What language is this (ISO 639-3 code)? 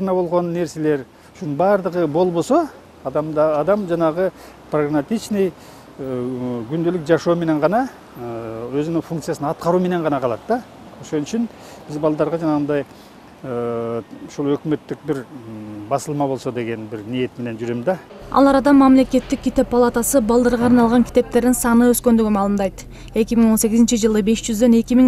kir